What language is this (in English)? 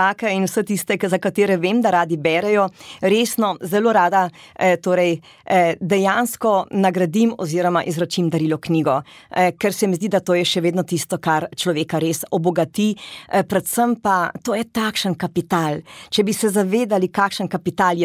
Slovenian